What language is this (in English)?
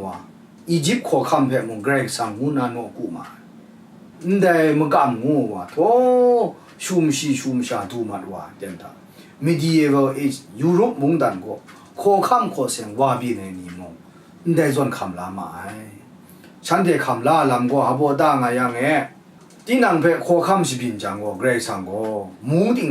Kachin